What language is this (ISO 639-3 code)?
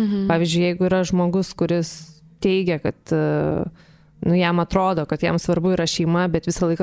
lit